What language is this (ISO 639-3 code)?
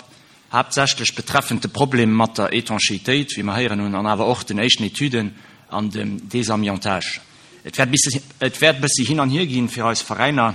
ltz